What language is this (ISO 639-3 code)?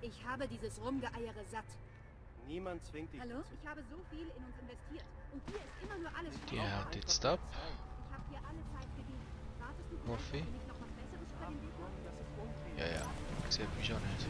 gsw